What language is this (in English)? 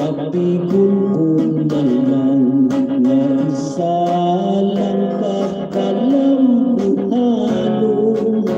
Hiligaynon